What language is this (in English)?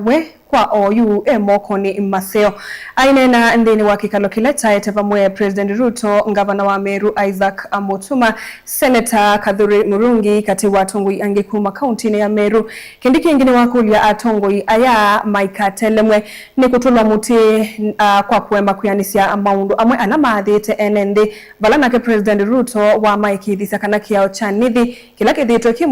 Kamba